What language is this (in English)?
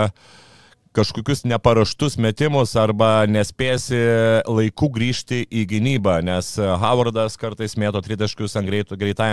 Lithuanian